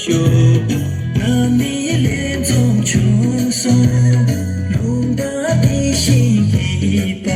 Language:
Tibetan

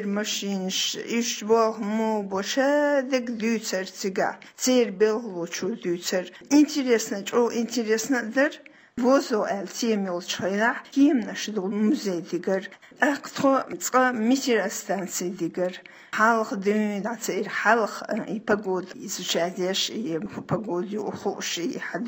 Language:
Chechen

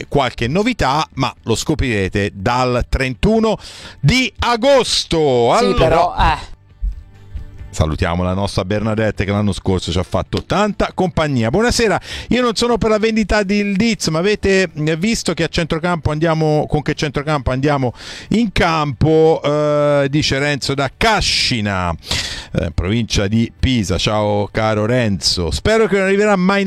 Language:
Italian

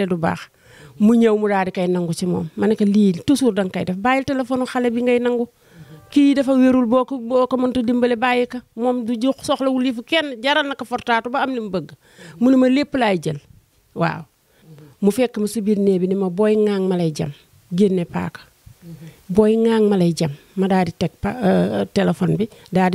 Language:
Wolof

